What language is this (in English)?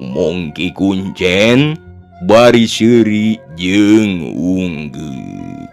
Sundanese